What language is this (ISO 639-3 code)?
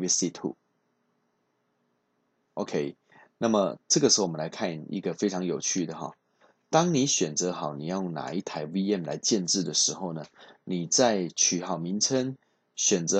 zho